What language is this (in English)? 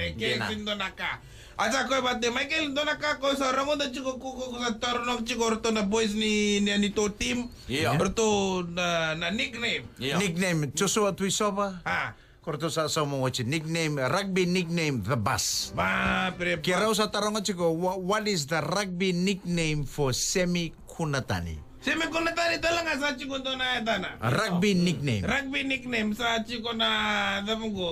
Fijian